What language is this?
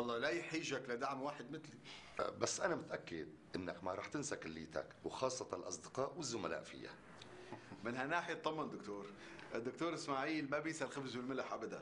North Levantine Arabic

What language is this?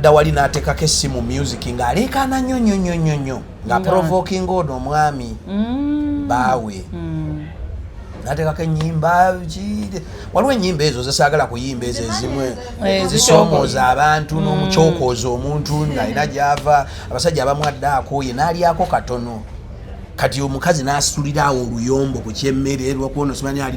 Ganda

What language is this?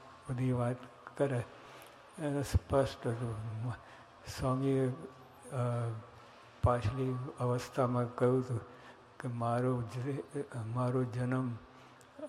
Gujarati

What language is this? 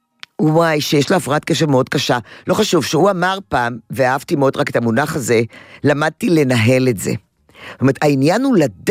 Hebrew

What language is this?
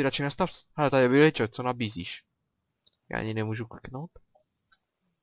Czech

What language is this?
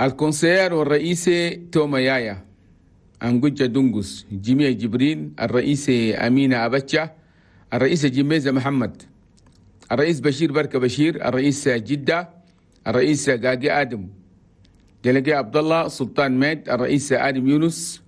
Chadian Arabic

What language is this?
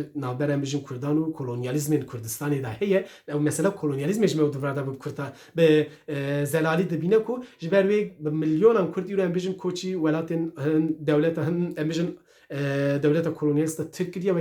Kurdish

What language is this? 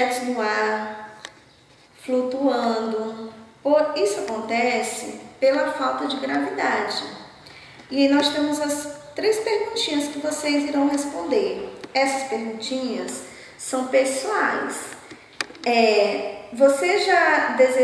Portuguese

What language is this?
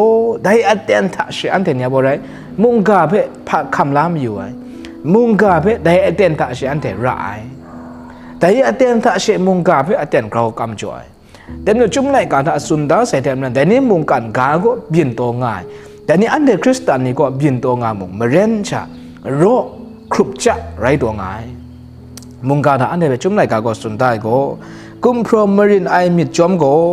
Kachin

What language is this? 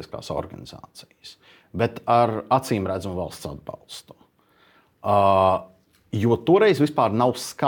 Latvian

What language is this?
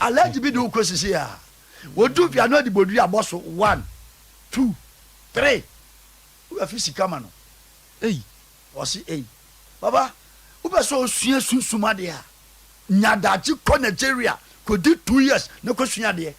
Akan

